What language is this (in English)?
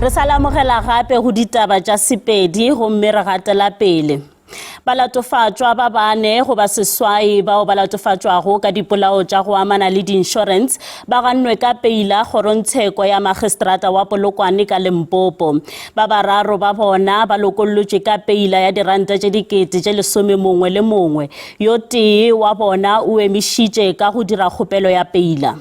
Northern Sotho